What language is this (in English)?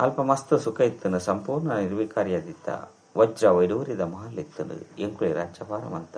Tulu